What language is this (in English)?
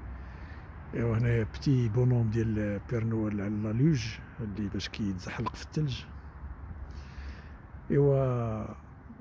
Moroccan Arabic